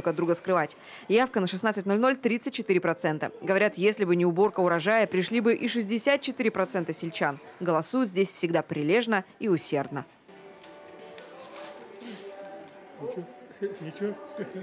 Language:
Russian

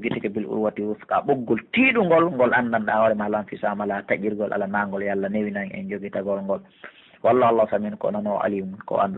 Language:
Pular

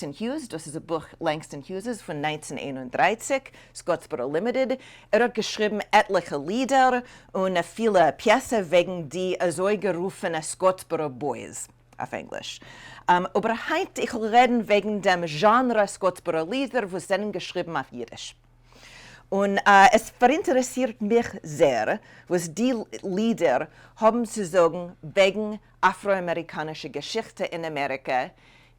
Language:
Yiddish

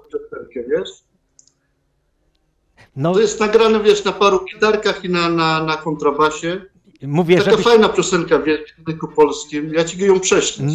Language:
Polish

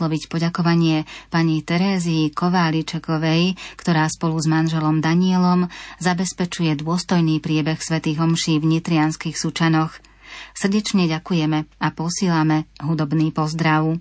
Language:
Slovak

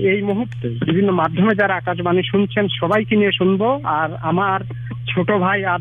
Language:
Bangla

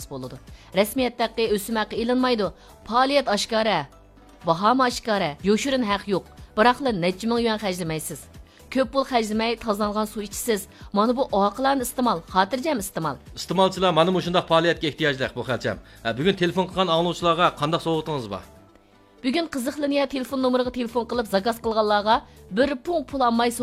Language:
Uyghur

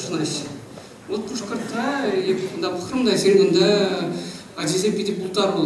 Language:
Chuvash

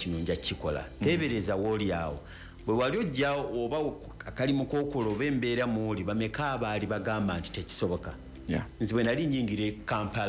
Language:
Ganda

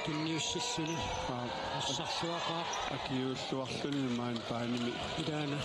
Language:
Kalaallisut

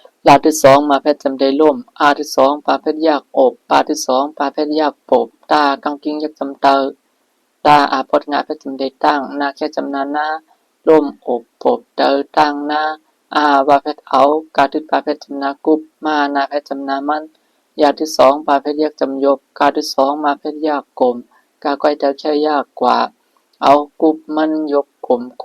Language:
Shan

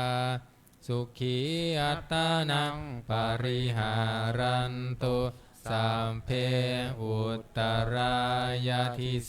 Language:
Pali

